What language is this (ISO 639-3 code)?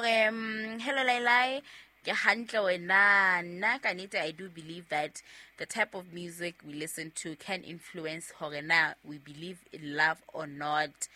sot